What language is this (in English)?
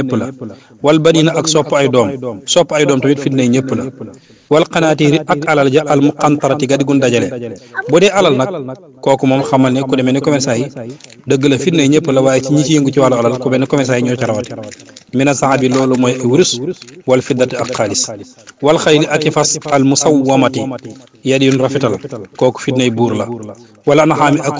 Wolof